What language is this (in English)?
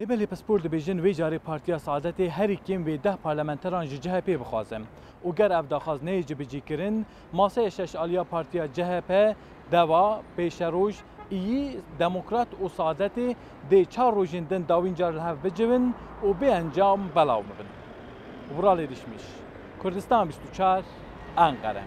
Kurdish